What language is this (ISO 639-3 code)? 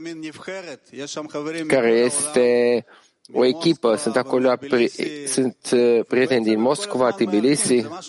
ron